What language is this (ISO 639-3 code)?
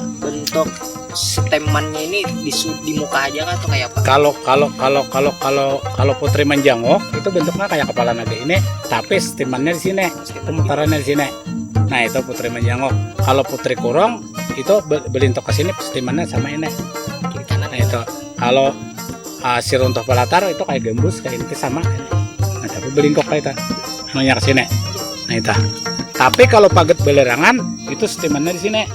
bjn